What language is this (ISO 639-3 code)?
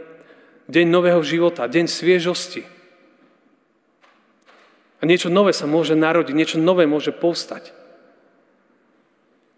slk